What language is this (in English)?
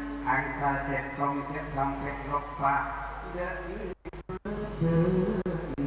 Madurese